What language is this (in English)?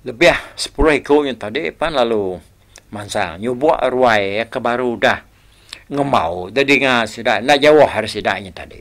Iban